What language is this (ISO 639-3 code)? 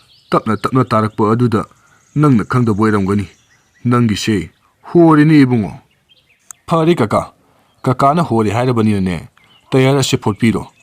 mni